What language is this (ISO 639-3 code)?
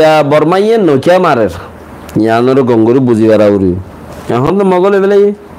rhg